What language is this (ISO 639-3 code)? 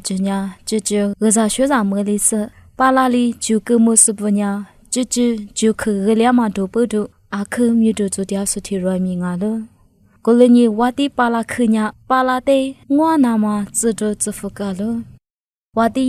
lis